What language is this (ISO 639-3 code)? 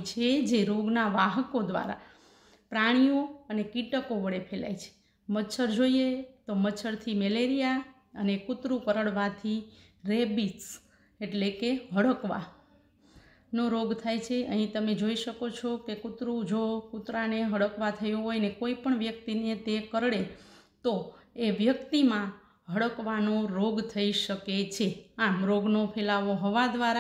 guj